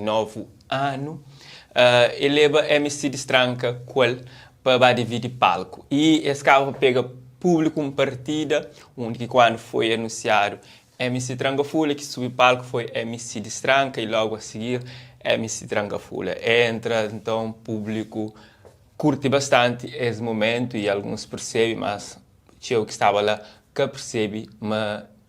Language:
Kabuverdianu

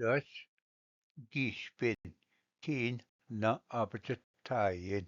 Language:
Ojibwa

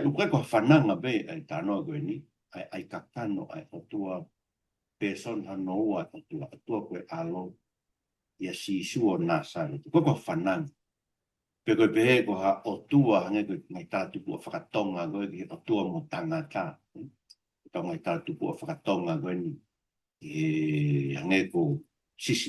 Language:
Tongan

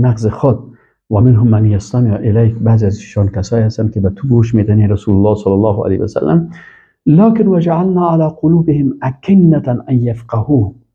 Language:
Persian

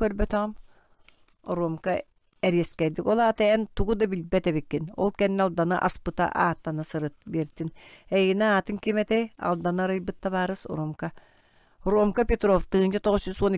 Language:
Yakut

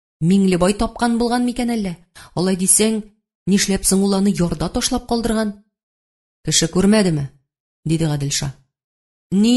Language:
Tatar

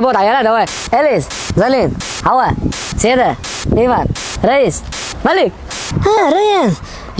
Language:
Chechen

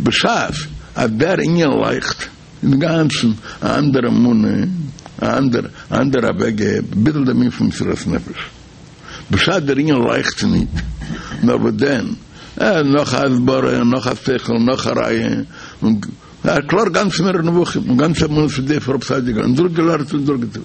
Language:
Yiddish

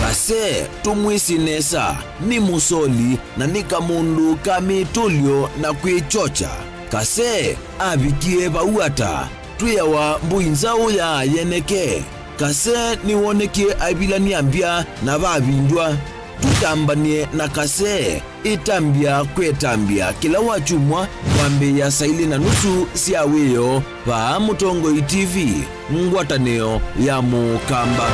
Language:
Kamba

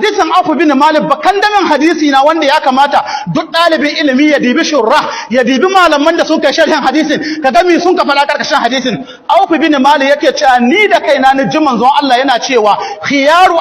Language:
Hausa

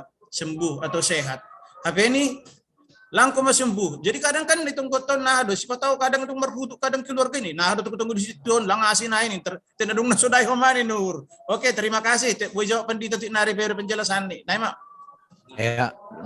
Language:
Batak Simalungun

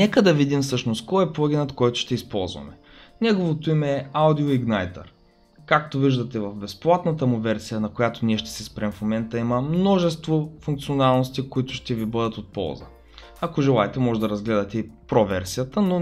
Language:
Bulgarian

